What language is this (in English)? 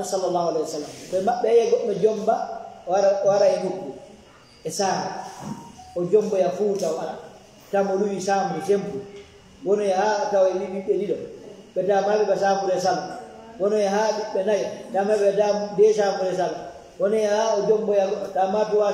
Fula